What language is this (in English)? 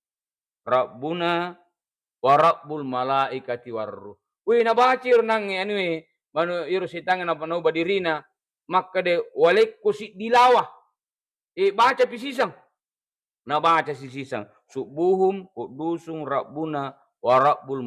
Buginese